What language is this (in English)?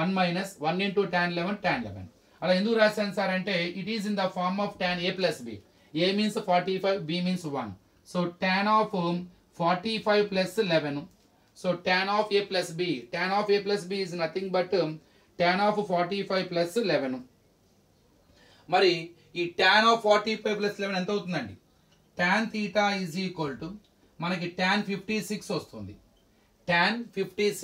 Telugu